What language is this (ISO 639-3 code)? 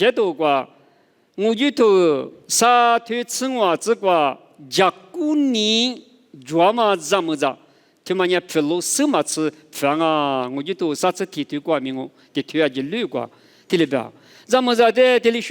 lis